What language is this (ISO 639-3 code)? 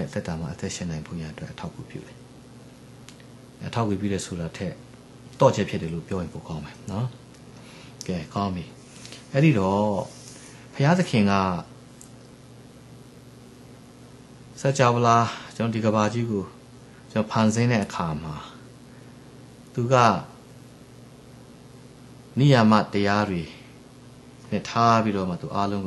mya